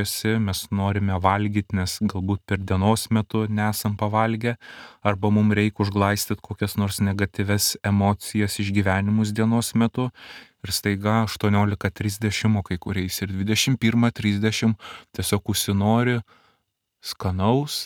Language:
Lithuanian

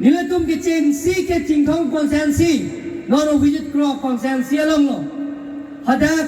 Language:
Karbi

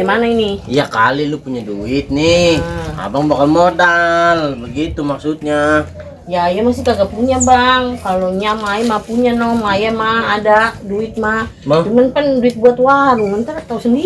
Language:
Betawi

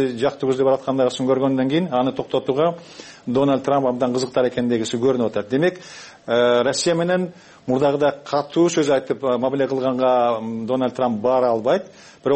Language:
Kyrgyz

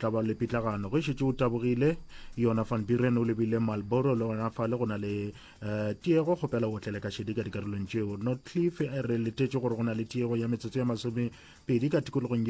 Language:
Northern Sotho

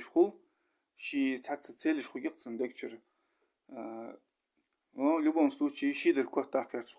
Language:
Ingush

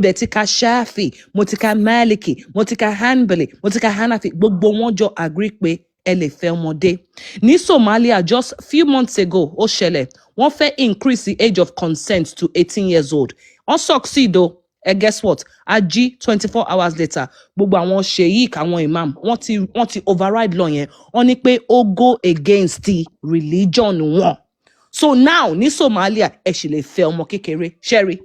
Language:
Yoruba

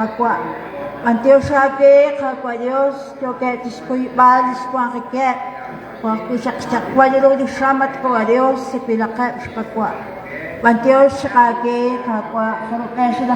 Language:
Kekchí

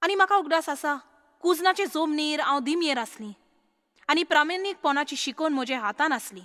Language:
Konkani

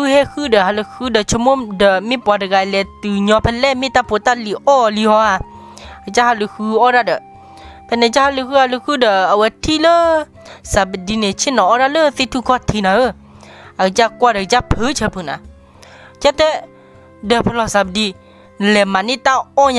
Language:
S'gaw Karen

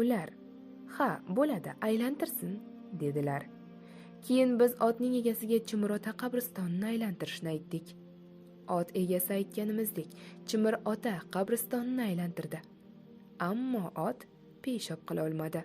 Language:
Uzbek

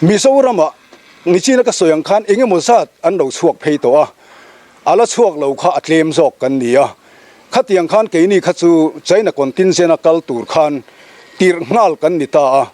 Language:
Mizo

